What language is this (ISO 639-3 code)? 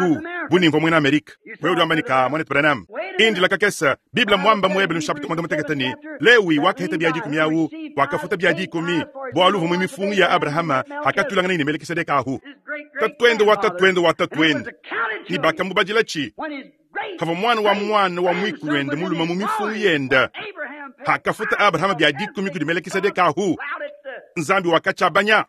lua